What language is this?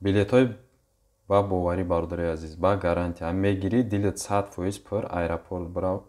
Tajik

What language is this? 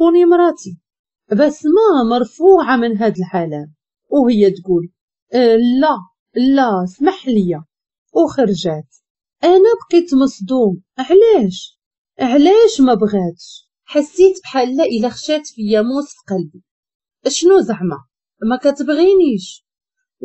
Moroccan Arabic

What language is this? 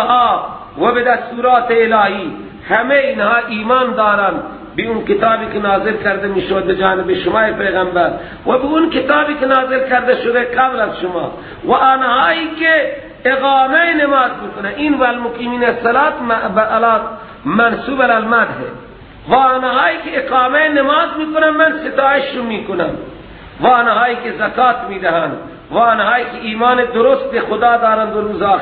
Persian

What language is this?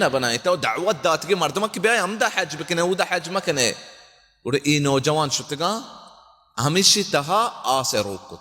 Baluchi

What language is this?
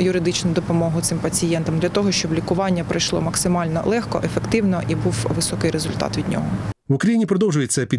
Ukrainian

